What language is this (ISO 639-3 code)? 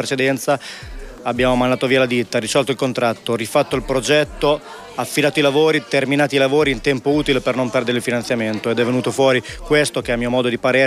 ita